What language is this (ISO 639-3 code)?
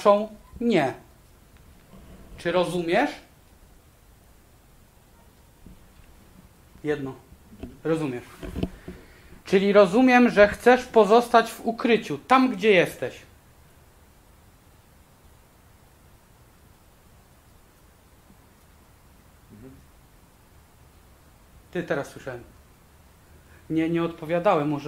pol